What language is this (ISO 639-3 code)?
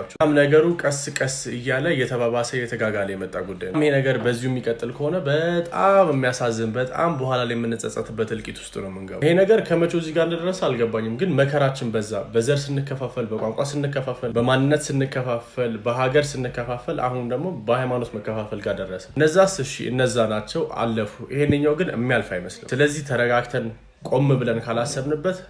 amh